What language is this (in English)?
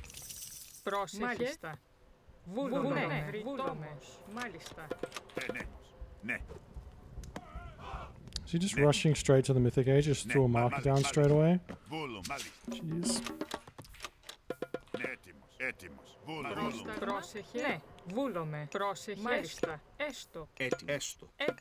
Greek